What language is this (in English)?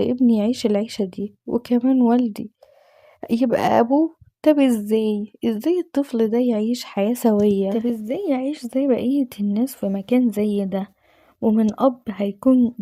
Egyptian Arabic